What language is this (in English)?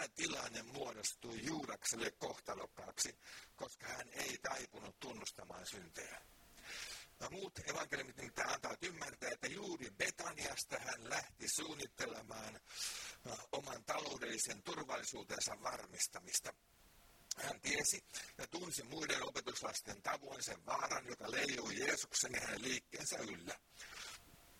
Finnish